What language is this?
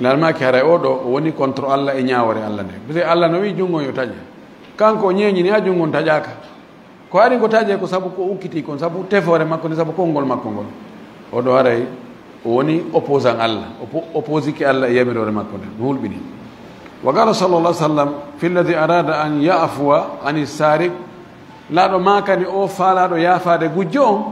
Fula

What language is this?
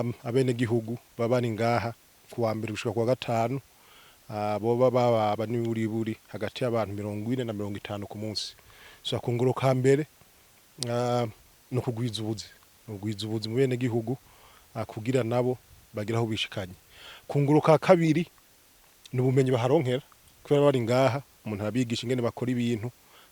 Rundi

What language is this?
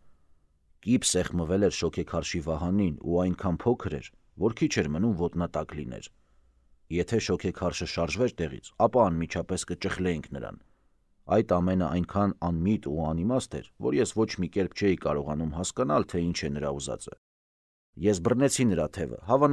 Armenian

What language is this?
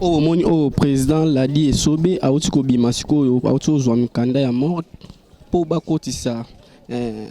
Lingala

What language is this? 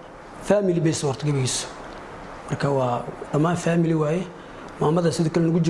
Somali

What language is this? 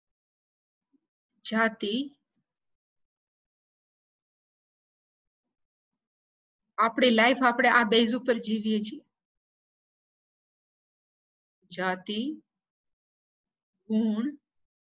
Gujarati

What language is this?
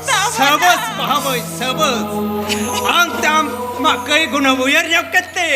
Santali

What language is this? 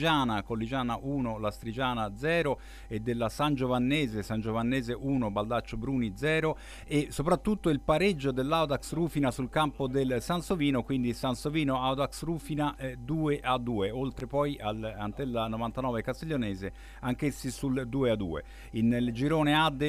Italian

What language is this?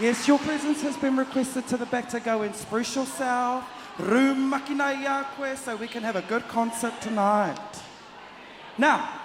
Māori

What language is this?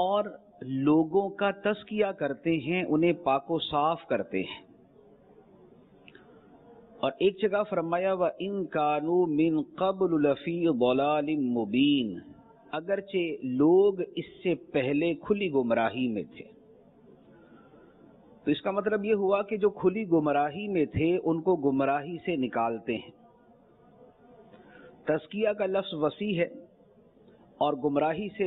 Urdu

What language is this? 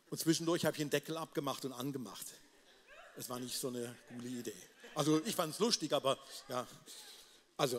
Swiss German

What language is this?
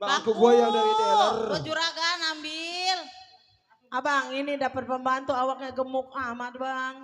Betawi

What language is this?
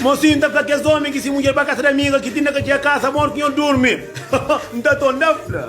Kabuverdianu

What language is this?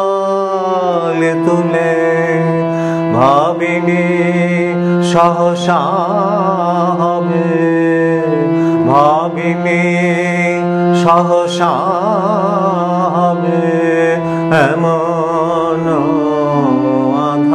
Bangla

